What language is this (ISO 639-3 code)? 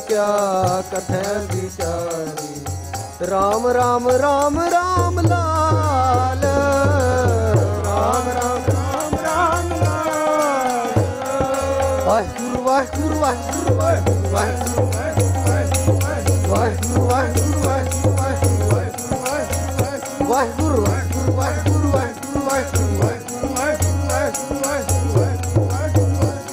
pan